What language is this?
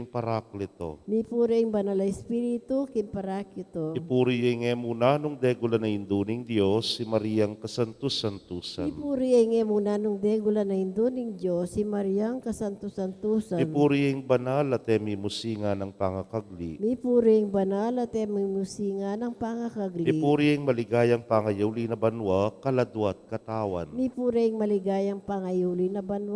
Pampanga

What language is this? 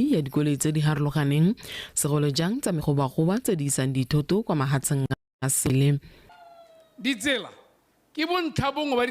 Tswana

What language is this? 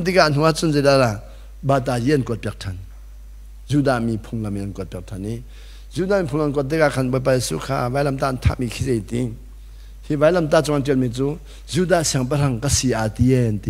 Hakha Chin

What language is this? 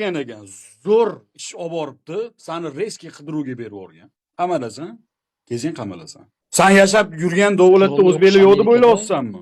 Uzbek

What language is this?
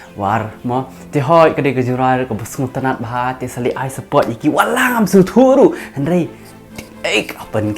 Khasi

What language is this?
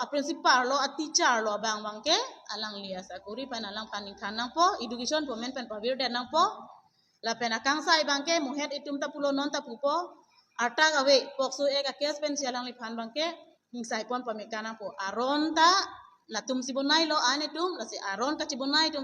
Karbi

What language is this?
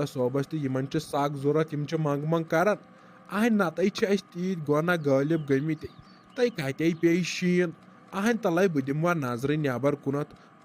Kashmiri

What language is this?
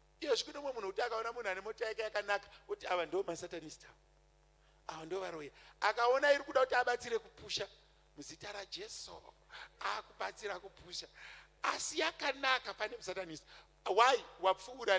Shona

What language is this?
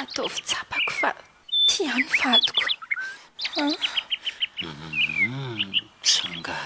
Malagasy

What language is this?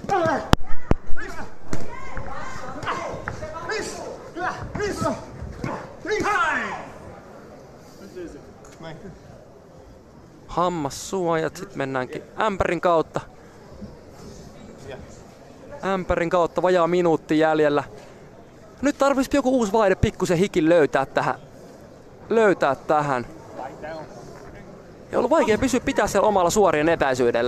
Finnish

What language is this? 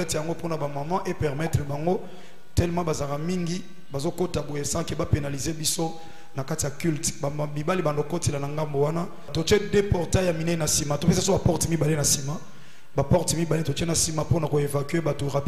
Lingala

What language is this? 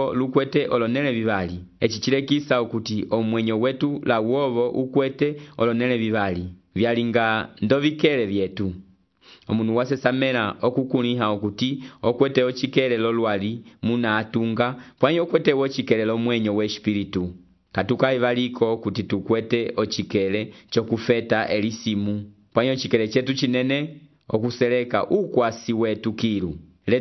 Umbundu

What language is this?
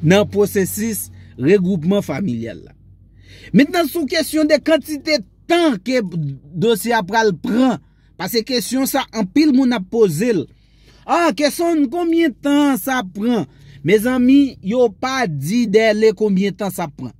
Haitian Creole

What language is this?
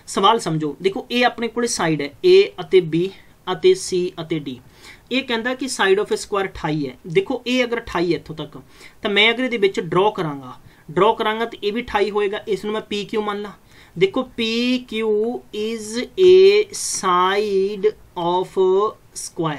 Punjabi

